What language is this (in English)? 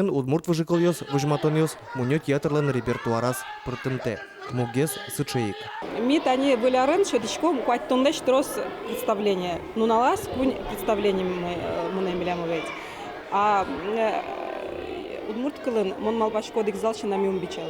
Udmurt